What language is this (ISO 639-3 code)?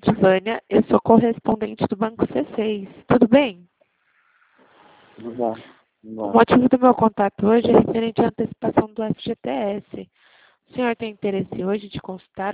por